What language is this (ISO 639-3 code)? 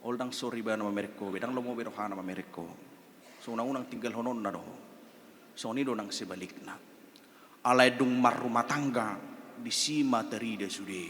bbc